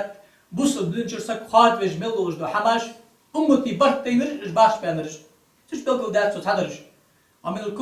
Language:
Ingush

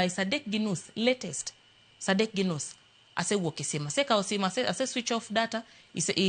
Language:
Luo (Kenya and Tanzania)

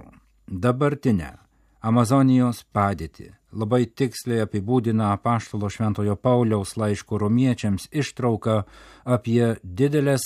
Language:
Lithuanian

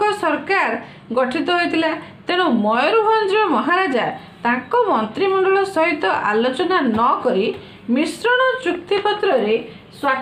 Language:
Odia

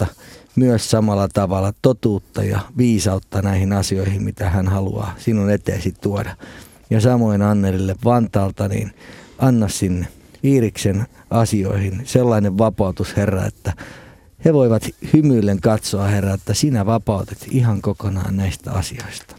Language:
Finnish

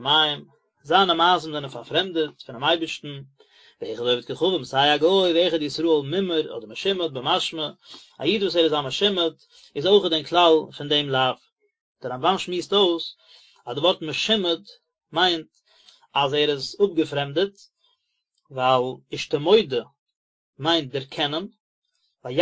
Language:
Yiddish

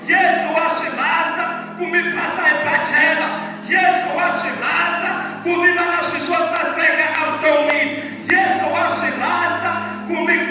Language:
Tsonga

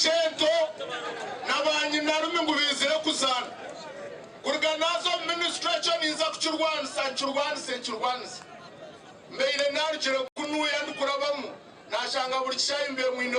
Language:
Nyankole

